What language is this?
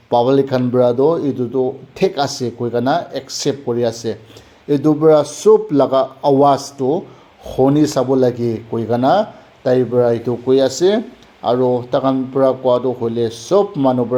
Naga Pidgin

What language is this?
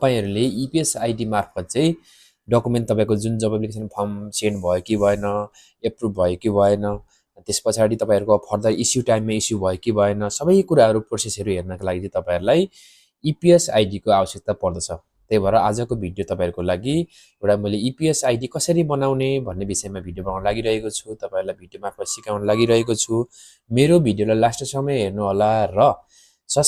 Nepali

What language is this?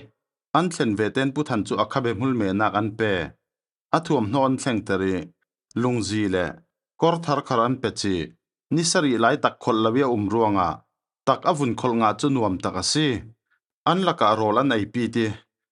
Falam Chin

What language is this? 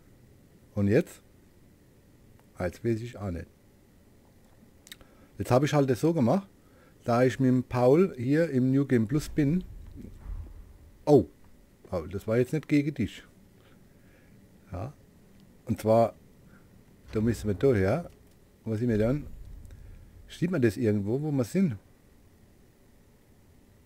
German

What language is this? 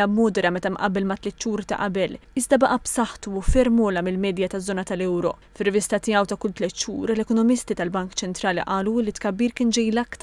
Maltese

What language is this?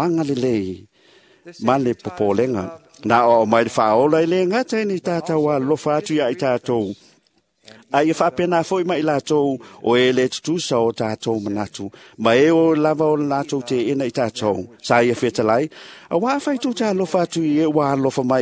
Samoan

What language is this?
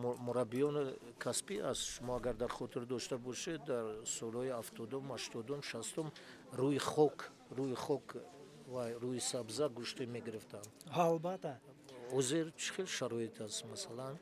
Tajik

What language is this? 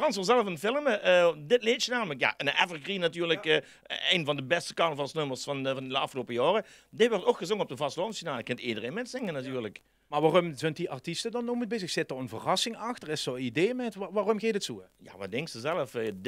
Limburgish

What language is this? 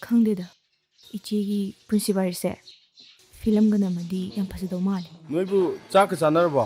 Manipuri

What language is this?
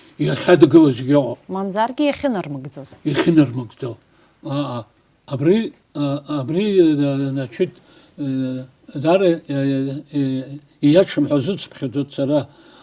Abkhazian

